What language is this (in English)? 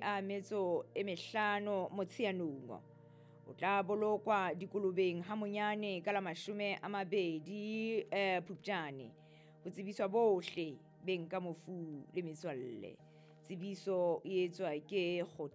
Southern Sotho